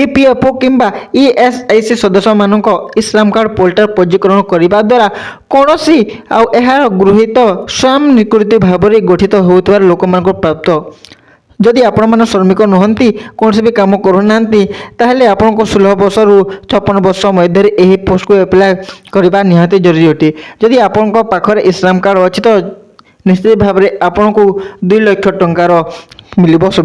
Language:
Odia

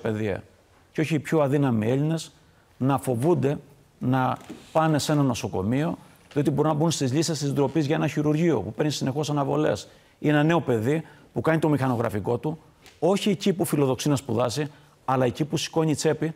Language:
Greek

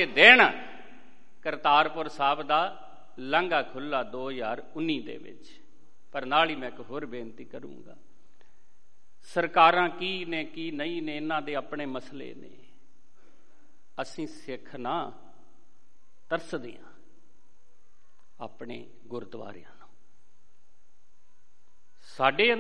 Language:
Punjabi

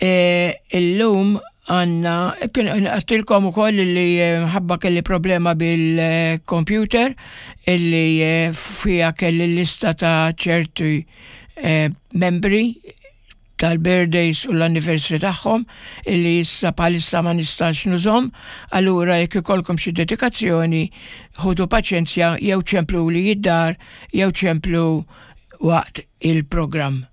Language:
Maltese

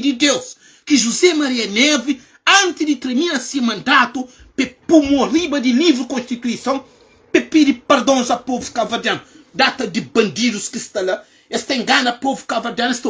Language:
Kabuverdianu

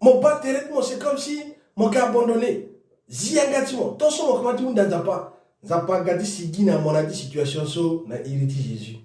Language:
Sango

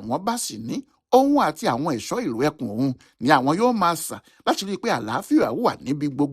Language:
Yoruba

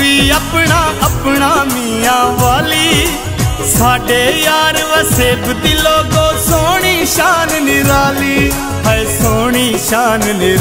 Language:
Saraiki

